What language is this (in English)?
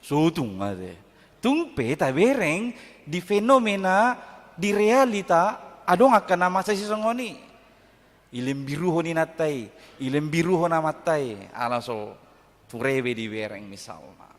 Batak Toba